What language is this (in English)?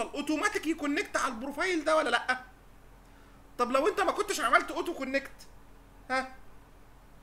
Egyptian Arabic